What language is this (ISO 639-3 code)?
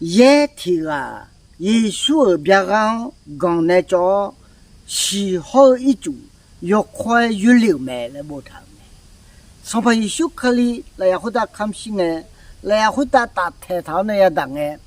ahk